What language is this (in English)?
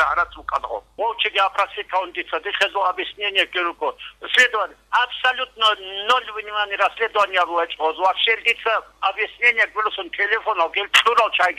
Avaric